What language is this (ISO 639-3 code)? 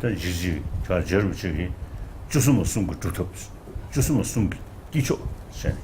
bod